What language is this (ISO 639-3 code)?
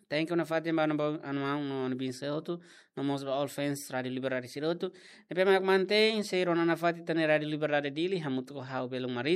tet